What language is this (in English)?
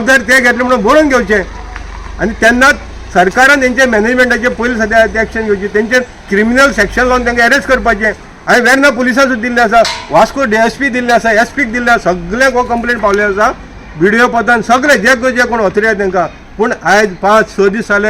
Konkani